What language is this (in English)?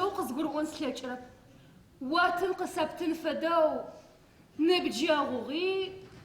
Adyghe